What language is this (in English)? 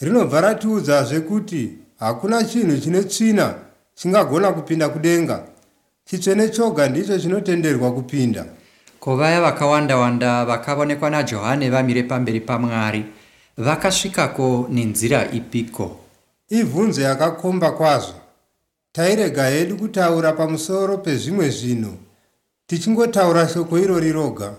Shona